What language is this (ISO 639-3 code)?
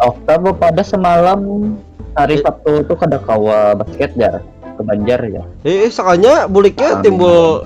bjn